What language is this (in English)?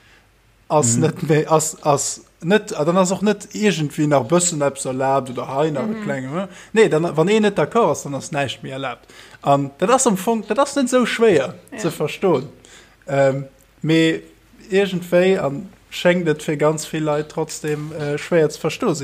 Luxembourgish